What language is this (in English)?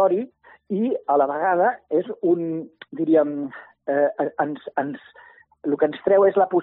Catalan